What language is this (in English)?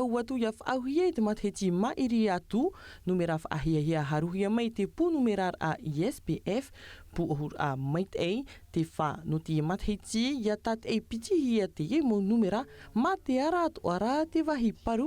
Tahitian